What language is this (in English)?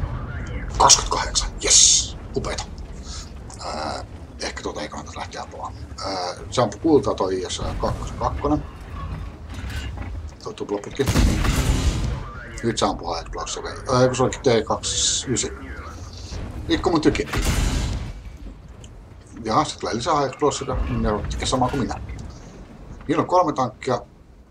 Finnish